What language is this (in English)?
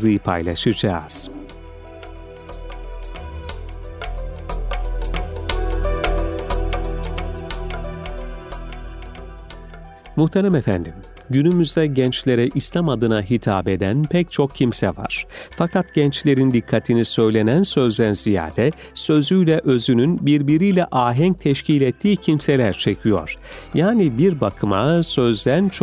Turkish